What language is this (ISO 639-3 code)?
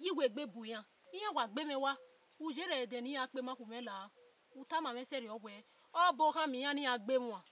bin